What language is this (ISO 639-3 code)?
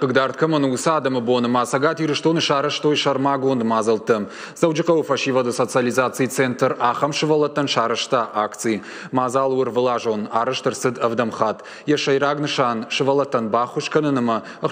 oss